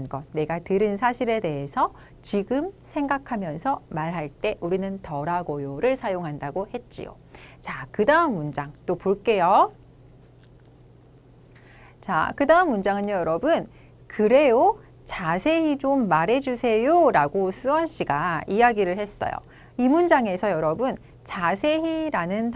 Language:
Korean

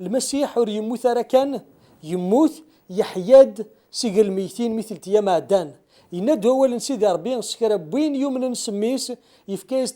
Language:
Kabyle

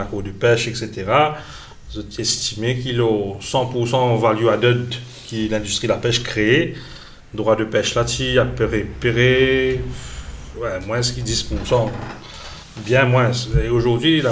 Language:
Morisyen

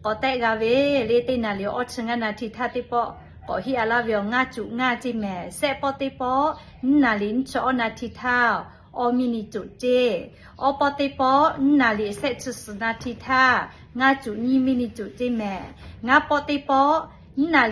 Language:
Lahu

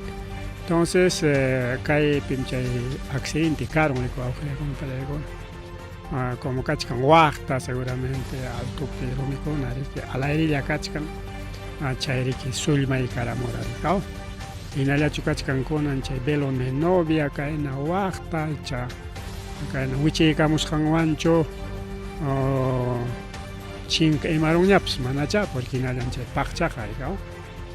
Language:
Ayacucho Quechua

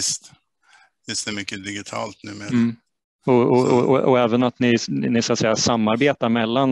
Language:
Swedish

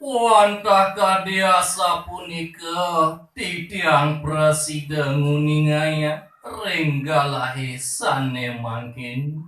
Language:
Balinese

